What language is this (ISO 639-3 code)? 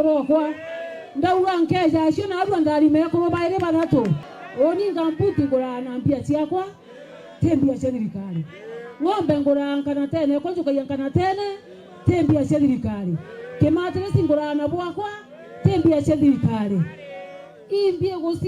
mer